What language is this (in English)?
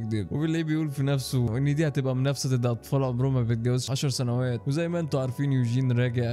Egyptian Arabic